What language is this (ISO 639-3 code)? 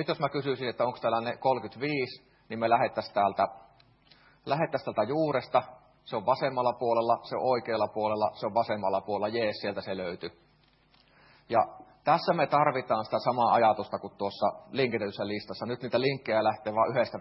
fin